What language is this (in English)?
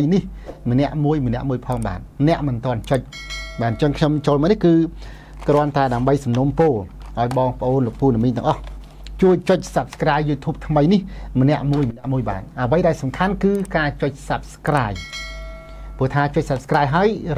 Khmer